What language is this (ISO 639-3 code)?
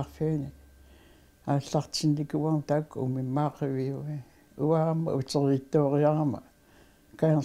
kal